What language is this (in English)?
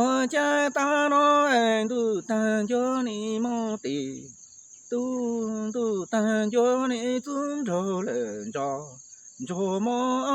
Hmong